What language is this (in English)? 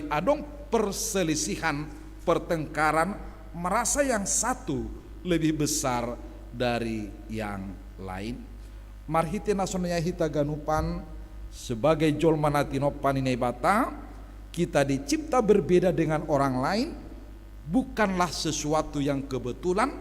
Batak Simalungun